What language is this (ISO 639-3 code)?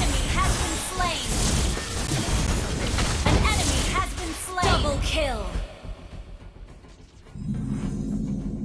eng